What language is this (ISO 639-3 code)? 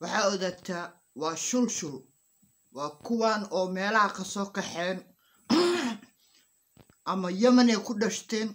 som